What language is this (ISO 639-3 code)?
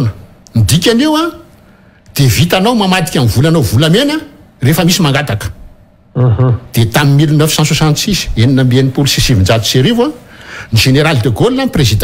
mlg